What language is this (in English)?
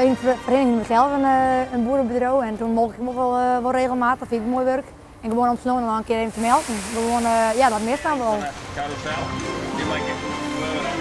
Western Frisian